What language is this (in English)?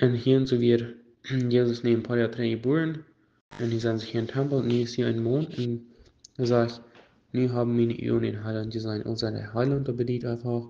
Plautdietsch